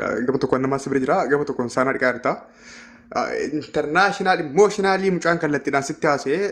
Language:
Oromo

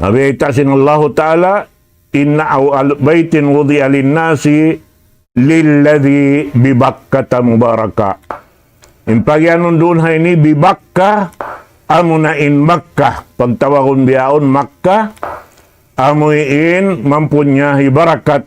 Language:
Tausug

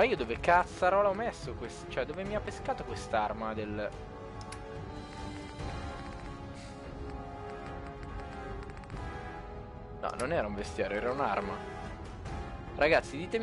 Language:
Italian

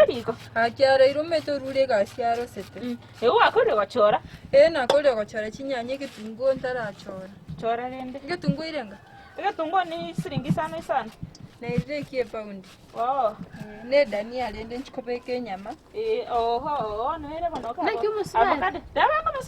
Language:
Gusii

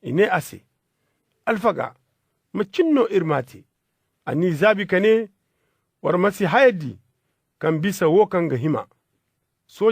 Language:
Zarma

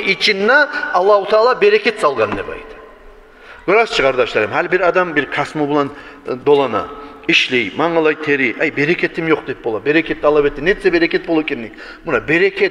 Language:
Kumyk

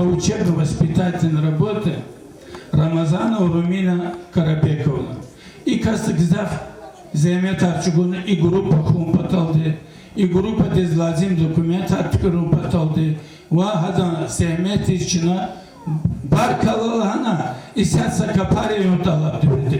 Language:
Lezghian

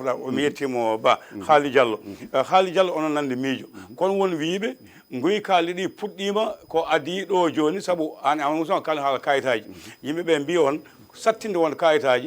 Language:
Fula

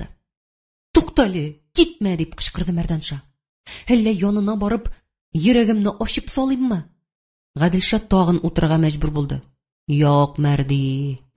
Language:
Tatar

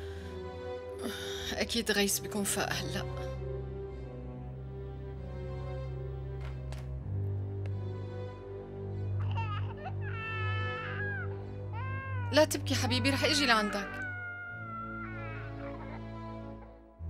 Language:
North Levantine Arabic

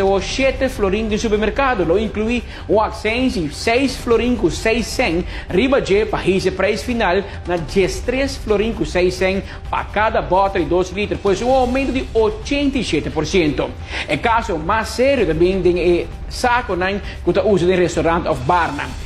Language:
Papiamento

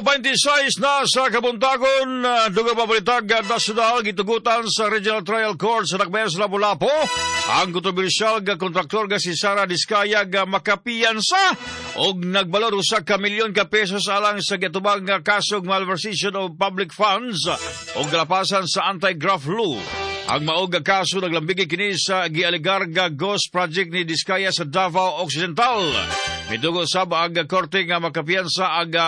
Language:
Cebuano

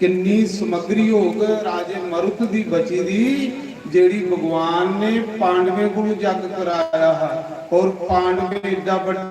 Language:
Dogri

